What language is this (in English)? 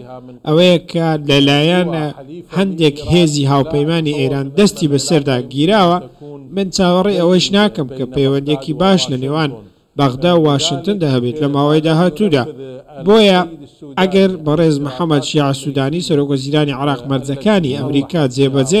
Central Kurdish